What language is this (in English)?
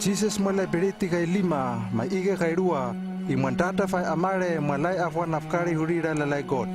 Hano